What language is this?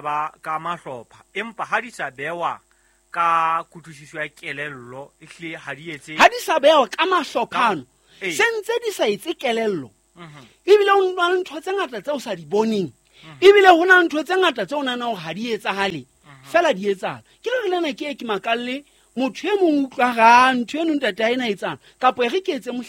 Southern Sotho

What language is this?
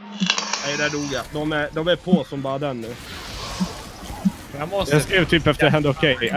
Swedish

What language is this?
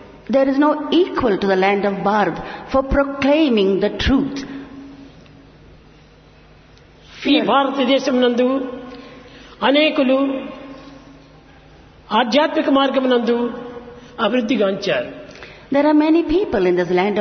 Telugu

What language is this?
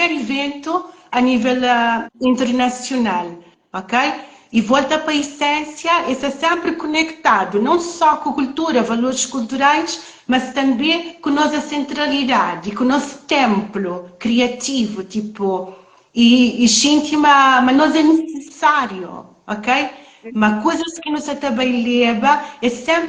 Kabuverdianu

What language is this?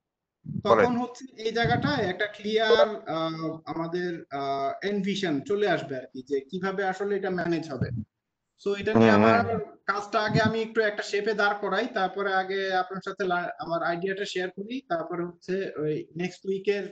Bangla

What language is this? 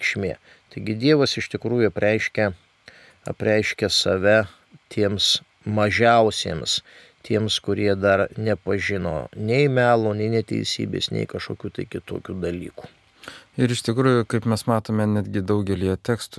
Lithuanian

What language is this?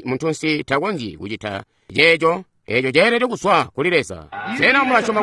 Tonga (Zambia)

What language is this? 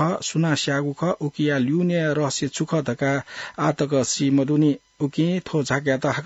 Newari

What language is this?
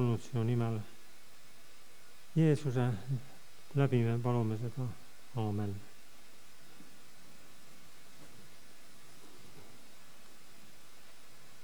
Estonian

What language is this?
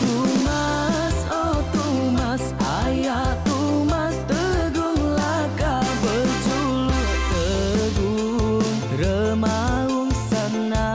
Iban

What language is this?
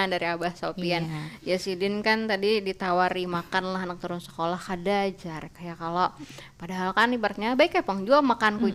Banjar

